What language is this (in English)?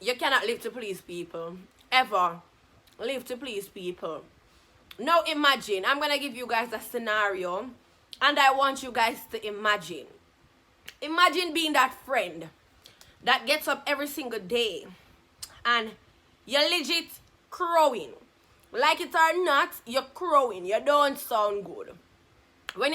Jamaican Creole English